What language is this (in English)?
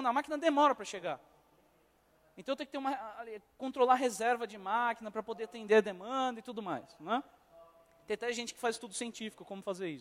Portuguese